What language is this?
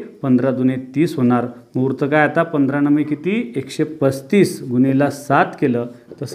Marathi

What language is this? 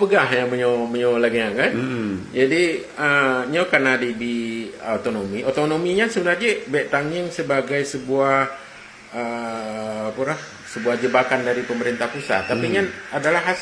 Achinese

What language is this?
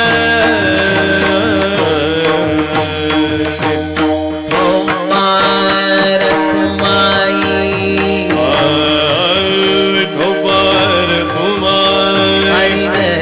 Marathi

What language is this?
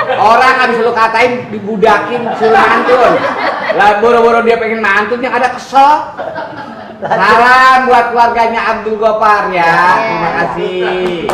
Betawi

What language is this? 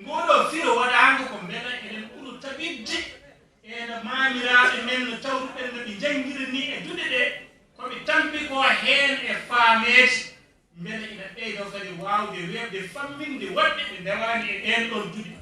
Fula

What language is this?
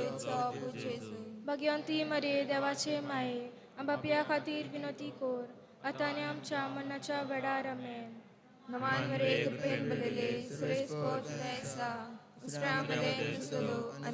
Konkani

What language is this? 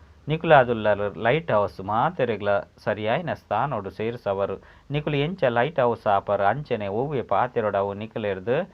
Tulu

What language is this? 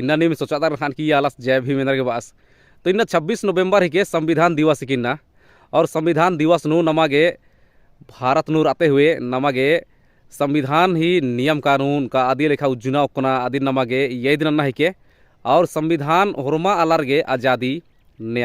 Kurukh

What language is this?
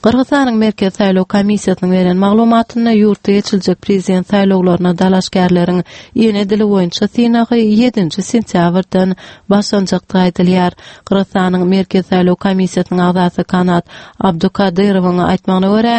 Turkmen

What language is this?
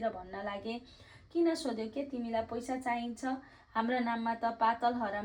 Nepali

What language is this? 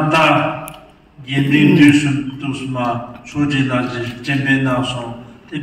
Tibetan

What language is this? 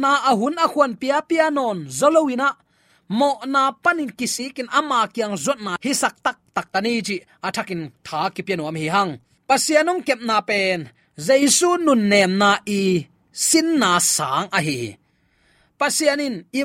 Tedim Chin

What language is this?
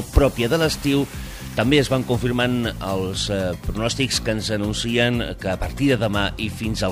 Catalan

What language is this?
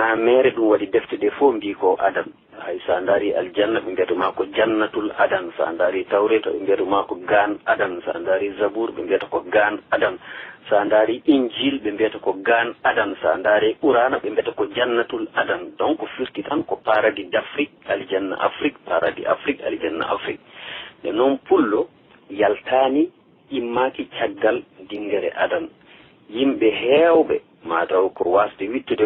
Fula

